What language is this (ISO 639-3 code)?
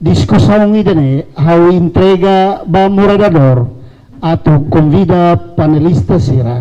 tet